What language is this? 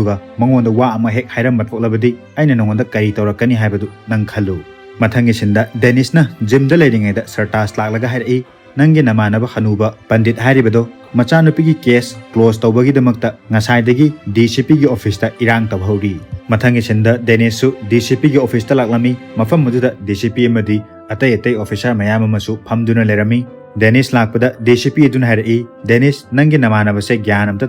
Manipuri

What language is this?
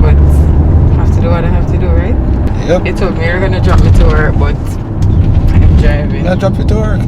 Jamaican Creole English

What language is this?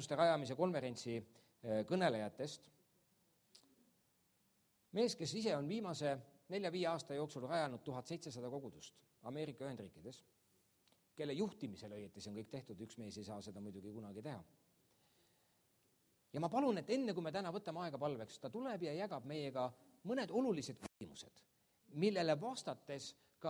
Estonian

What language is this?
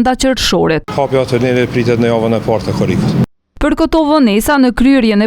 Albanian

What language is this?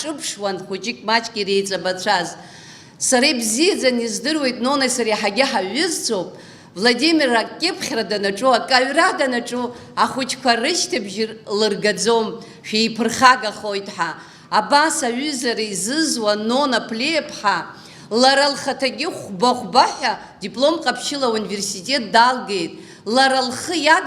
Abkhazian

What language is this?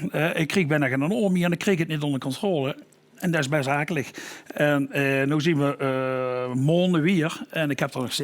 Limburgish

